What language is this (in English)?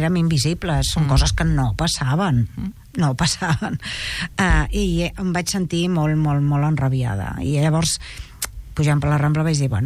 Catalan